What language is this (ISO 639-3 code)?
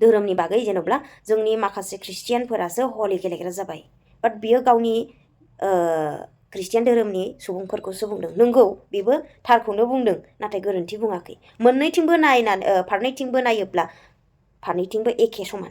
brx